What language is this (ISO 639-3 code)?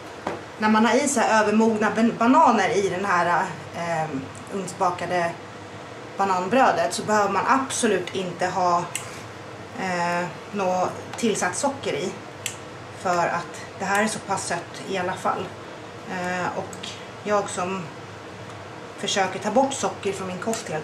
swe